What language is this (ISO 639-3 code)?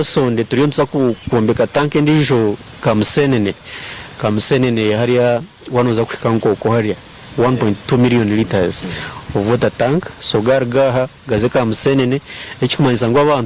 nyn